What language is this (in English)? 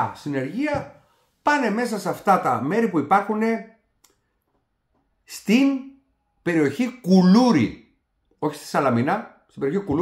Greek